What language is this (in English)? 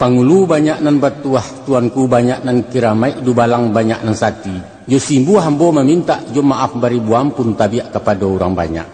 Minangkabau